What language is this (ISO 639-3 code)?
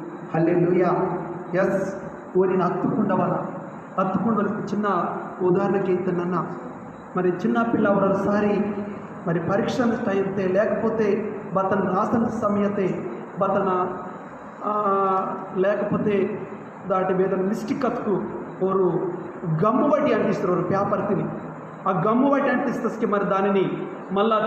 kff